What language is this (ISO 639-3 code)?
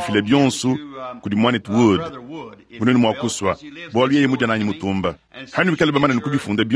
lua